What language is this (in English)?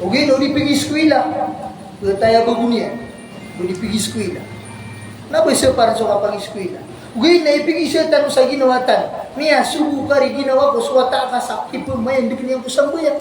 Maranao